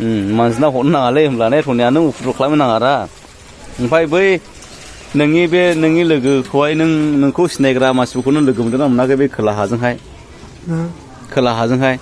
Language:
Bodo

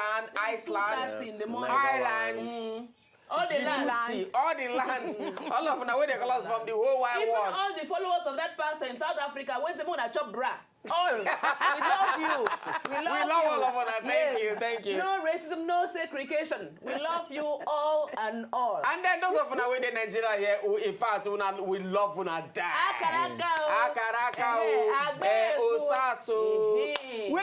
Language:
Nigerian Pidgin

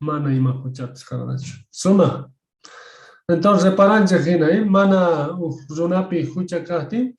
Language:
Quechua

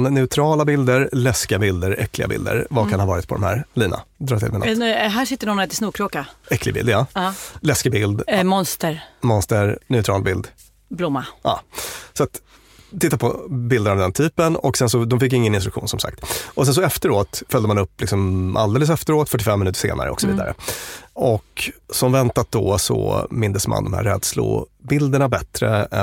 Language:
Swedish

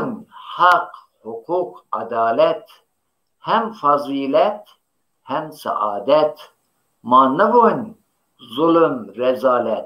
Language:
Zaza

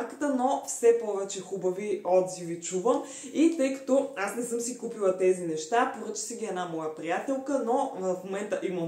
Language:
Bulgarian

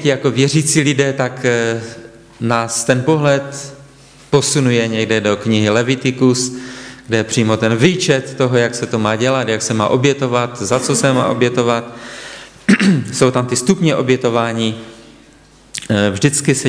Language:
Czech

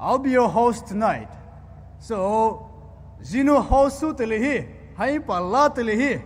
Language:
Poumei Naga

